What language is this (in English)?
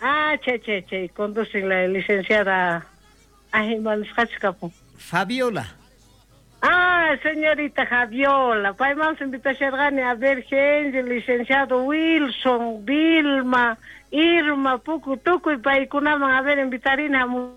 South Bolivian Quechua